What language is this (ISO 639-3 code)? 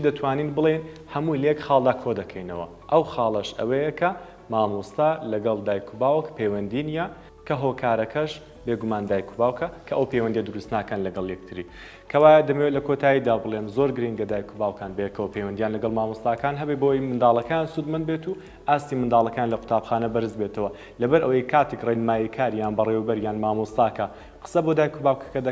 ckb